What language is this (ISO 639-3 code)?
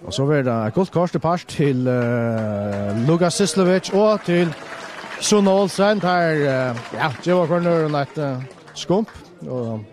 fao